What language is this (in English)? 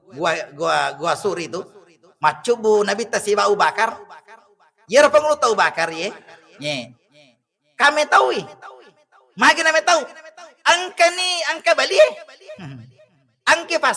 Buginese